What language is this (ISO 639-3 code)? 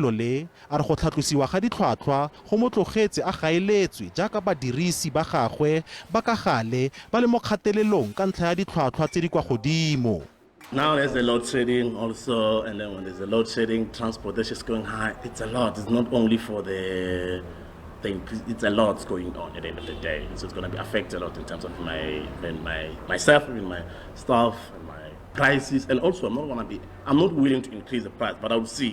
tsn